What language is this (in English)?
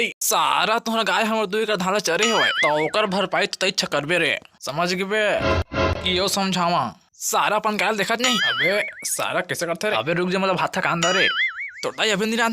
Chhattisgarhi